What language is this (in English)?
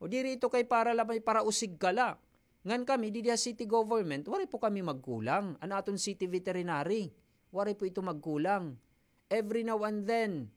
Waray